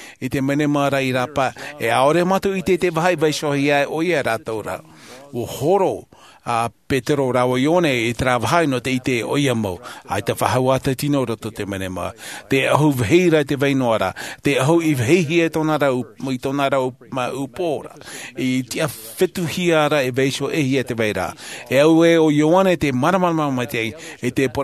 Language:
Tahitian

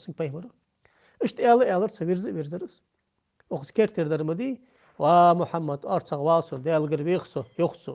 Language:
Ingush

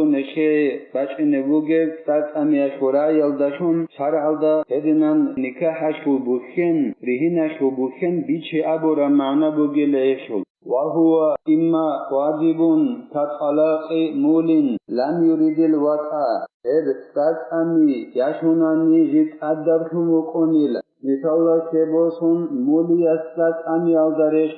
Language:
Avaric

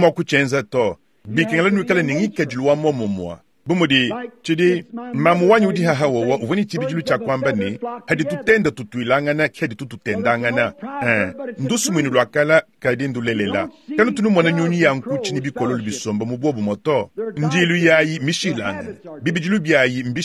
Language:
Luba-Lulua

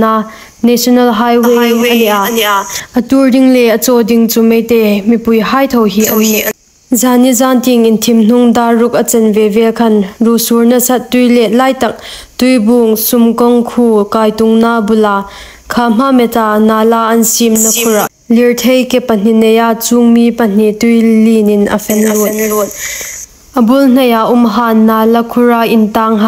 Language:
Hmar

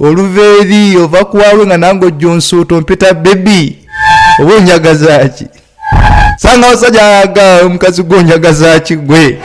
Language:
Ganda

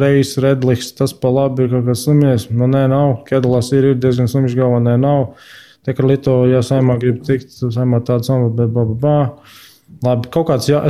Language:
Latvian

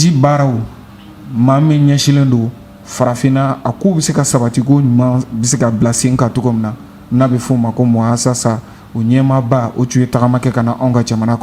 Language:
Bambara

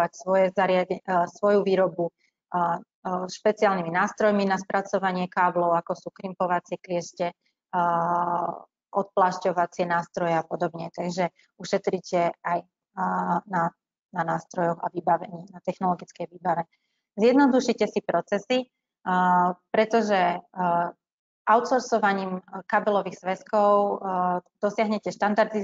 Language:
Slovak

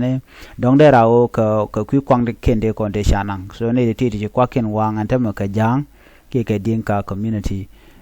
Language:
Nuer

